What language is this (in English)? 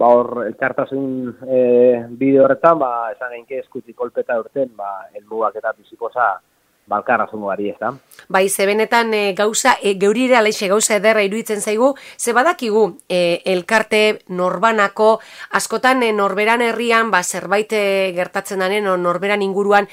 Basque